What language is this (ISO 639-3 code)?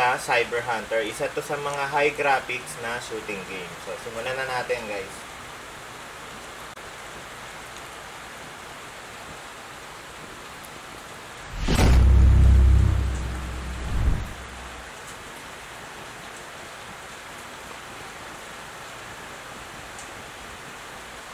fil